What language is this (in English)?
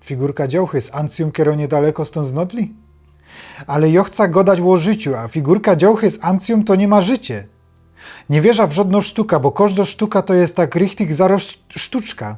Silesian